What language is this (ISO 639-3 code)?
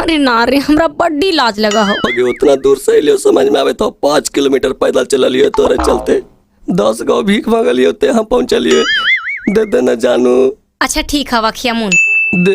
mag